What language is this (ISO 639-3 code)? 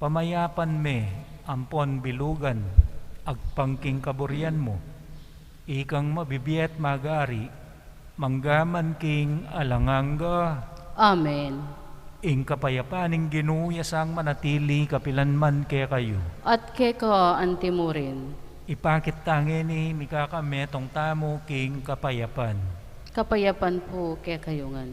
pam